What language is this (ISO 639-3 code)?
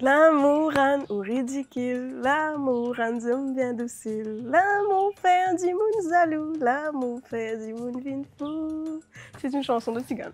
mfe